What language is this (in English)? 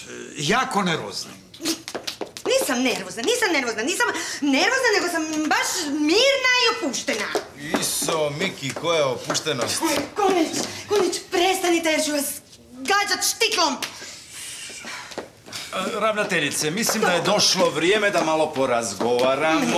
Croatian